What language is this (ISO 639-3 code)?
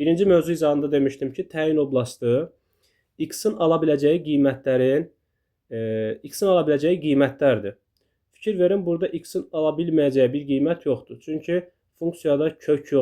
aze